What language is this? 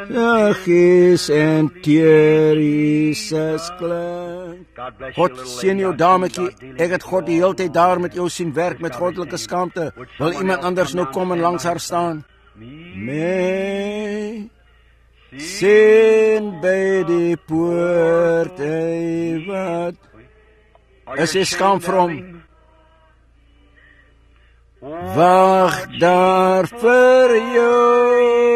Afrikaans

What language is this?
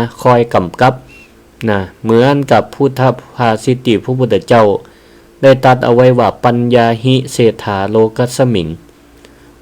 Northern Thai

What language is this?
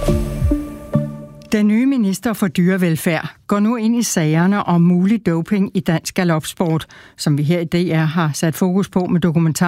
Danish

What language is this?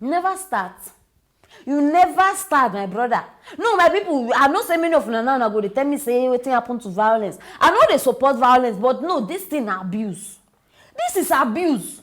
Nigerian Pidgin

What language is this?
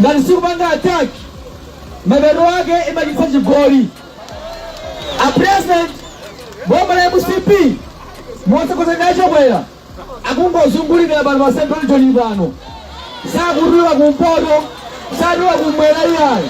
Nyanja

